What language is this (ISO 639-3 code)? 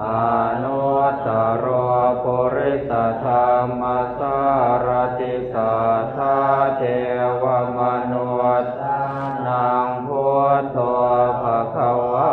pli